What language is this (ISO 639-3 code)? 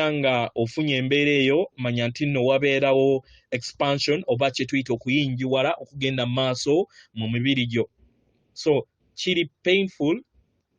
lug